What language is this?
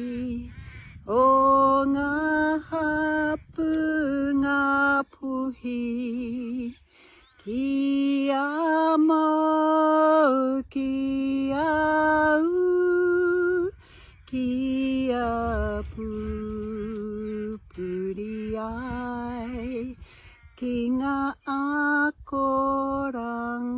Māori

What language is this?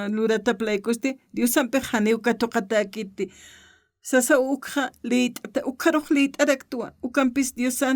Aymara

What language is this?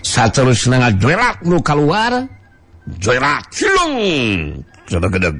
Sundanese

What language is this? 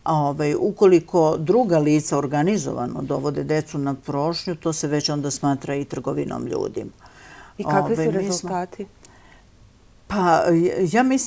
Serbian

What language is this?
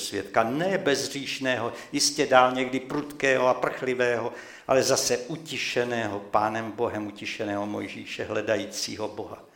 Czech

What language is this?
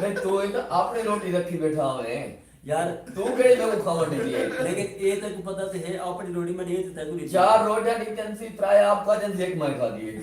Saraiki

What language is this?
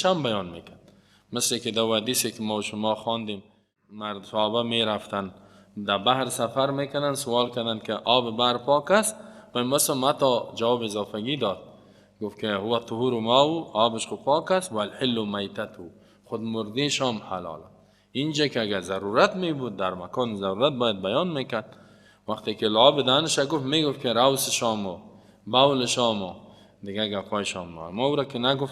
Persian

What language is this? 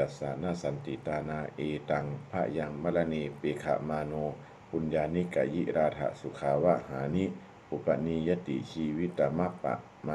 Pali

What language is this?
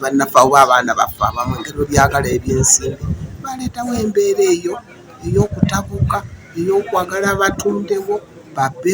Ganda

